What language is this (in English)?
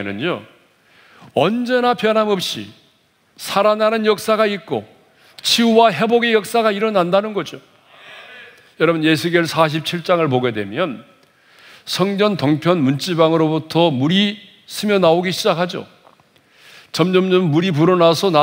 Korean